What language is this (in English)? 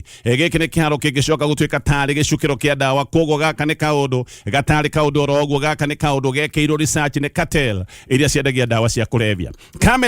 Kikuyu